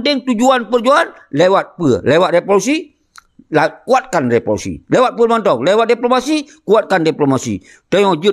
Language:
Achinese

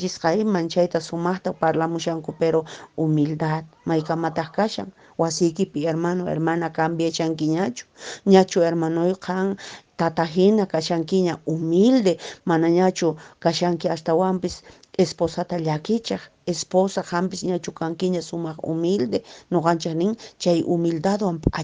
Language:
Quechua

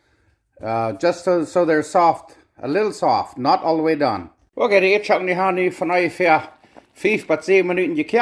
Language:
Plautdietsch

